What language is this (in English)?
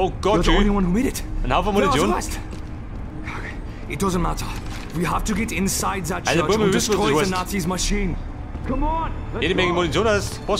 Bavarian